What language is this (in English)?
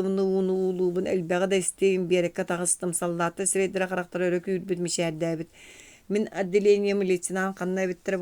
Yakut